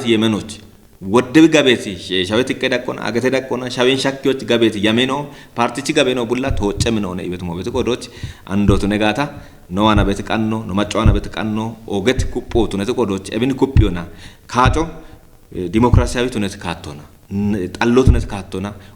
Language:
Kafa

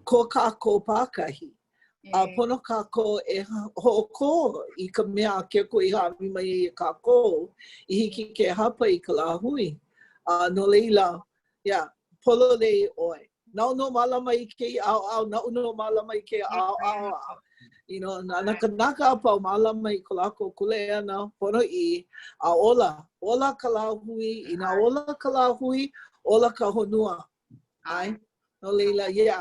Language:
Hawaiian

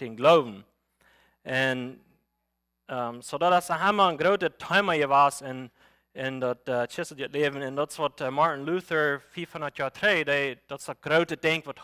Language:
Plautdietsch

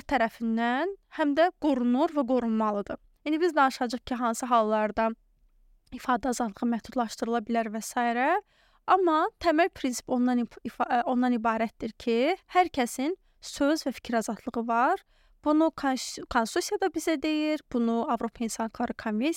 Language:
Azerbaijani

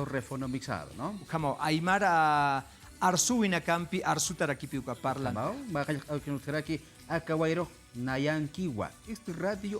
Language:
Aymara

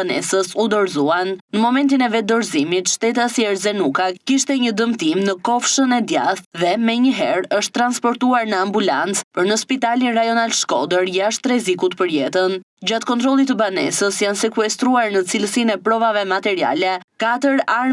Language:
Albanian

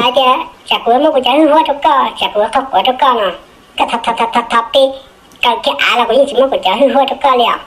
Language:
Hmong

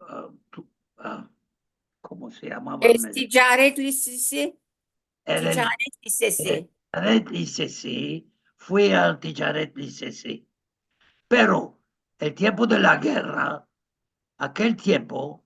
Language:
Ladino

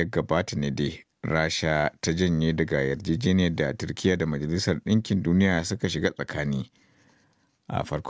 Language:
Hausa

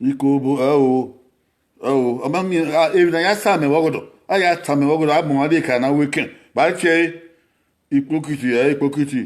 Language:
Bini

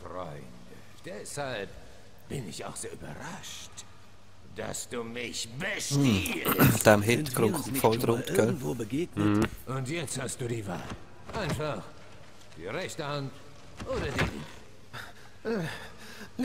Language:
Swiss German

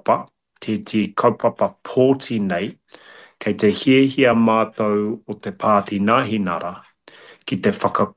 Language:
Māori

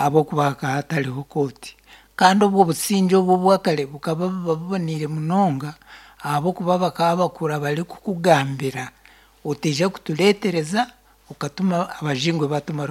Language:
Nyankole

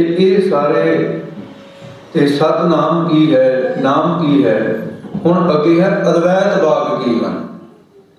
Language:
Punjabi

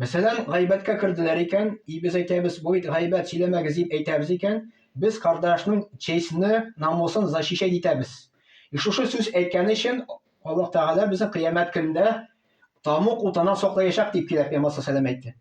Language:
Tatar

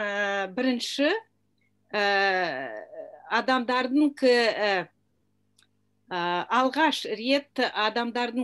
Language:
Kazakh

